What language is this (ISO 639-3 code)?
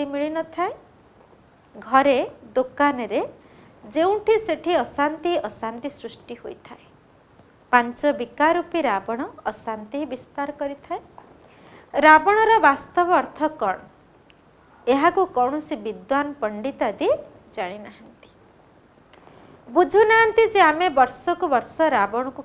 ori